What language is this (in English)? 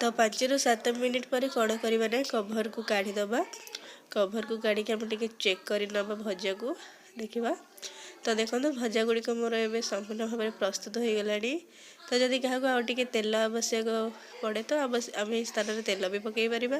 Odia